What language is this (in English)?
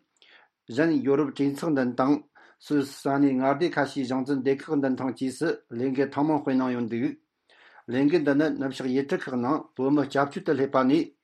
Tibetan